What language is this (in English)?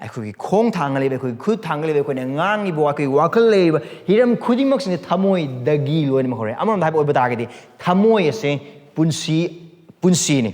Manipuri